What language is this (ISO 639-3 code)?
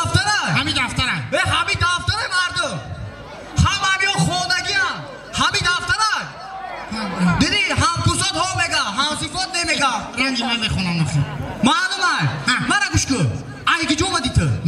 tgk